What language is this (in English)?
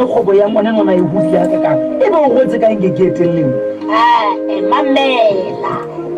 Southern Sotho